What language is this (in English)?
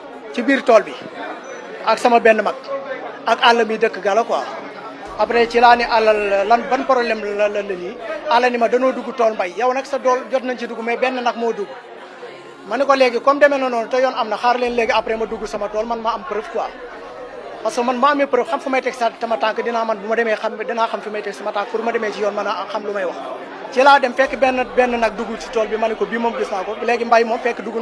Wolof